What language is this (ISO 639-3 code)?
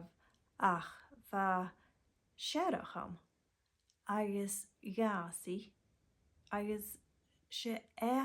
gla